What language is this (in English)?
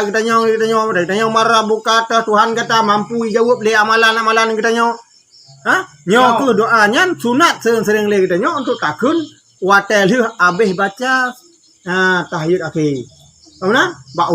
Achinese